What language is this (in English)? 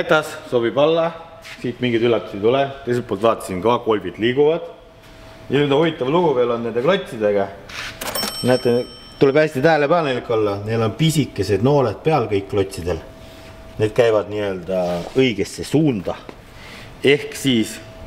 Estonian